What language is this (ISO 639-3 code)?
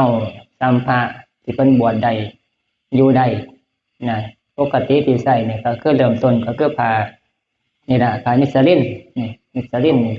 tts